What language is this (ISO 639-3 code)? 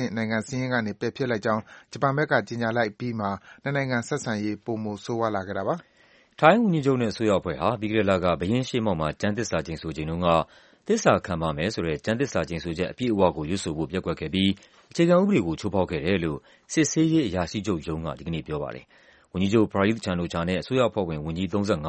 mya